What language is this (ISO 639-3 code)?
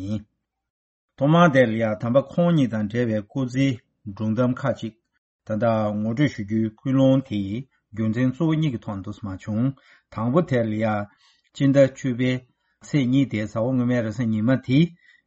bod